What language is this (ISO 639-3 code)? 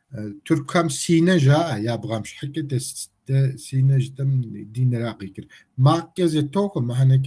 kbd